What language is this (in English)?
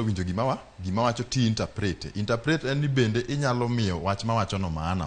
Luo (Kenya and Tanzania)